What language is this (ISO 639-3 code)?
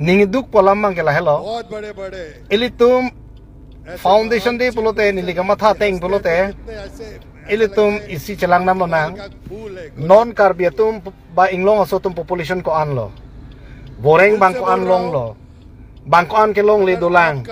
mjw